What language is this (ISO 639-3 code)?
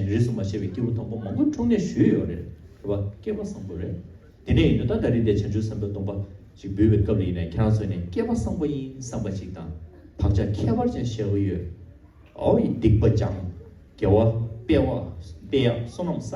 bod